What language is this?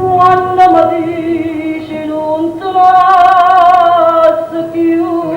Neapolitan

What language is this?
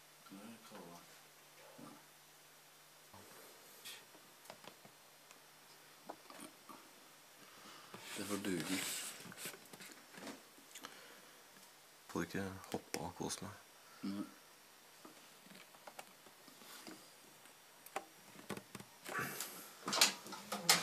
Norwegian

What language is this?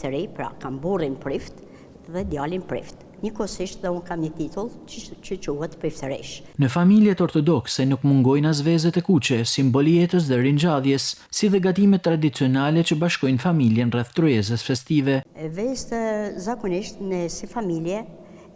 Albanian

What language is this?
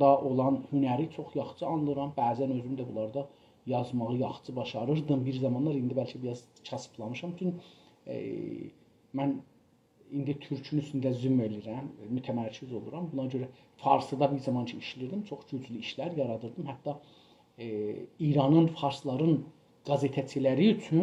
South Azerbaijani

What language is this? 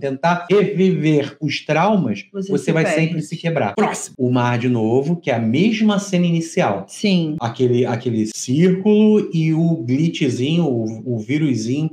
Portuguese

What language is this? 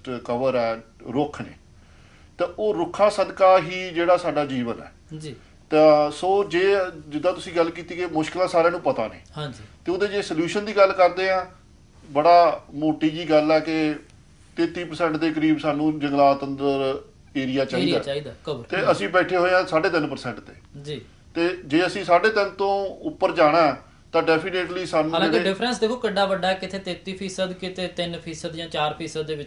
Punjabi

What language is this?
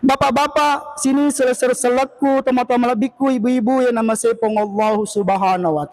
Buginese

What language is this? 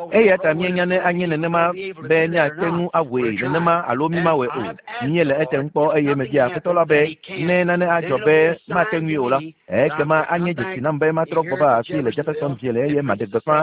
Ewe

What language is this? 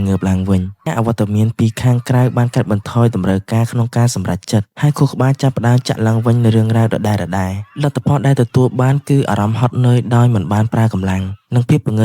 Khmer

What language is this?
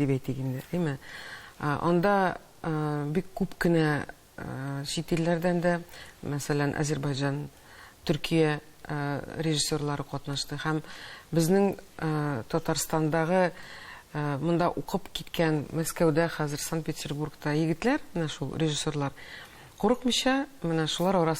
Tatar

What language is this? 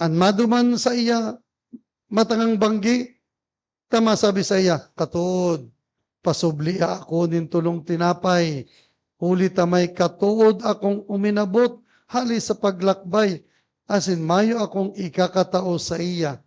Bikol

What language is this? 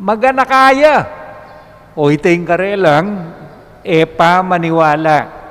Pampanga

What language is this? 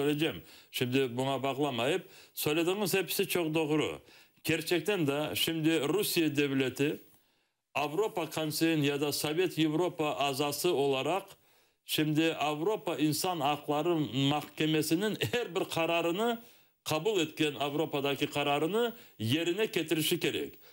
Crimean Tatar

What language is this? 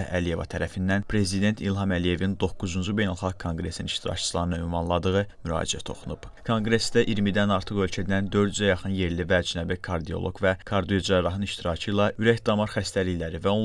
Azerbaijani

